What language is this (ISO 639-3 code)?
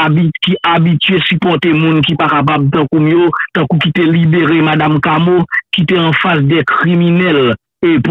hat